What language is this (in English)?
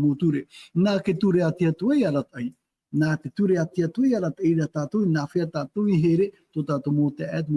Tahitian